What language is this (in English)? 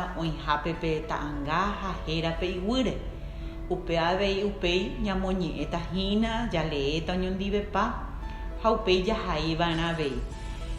Guarani